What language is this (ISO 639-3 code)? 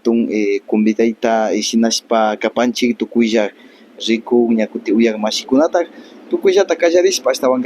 qvi